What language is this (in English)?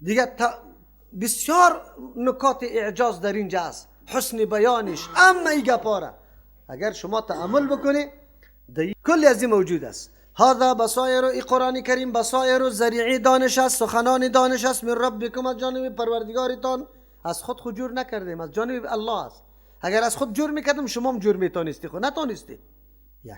Persian